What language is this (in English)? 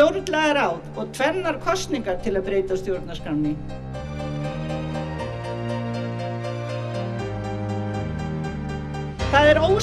Icelandic